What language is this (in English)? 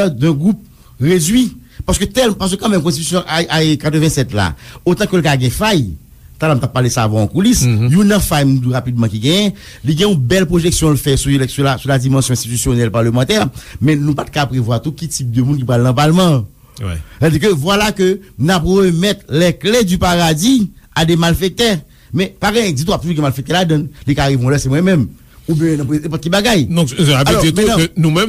Haitian Creole